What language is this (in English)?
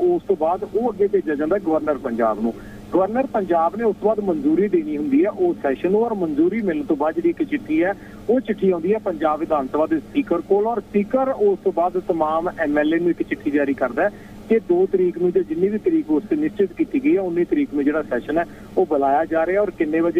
Punjabi